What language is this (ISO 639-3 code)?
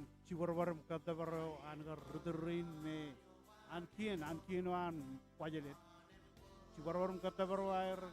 mah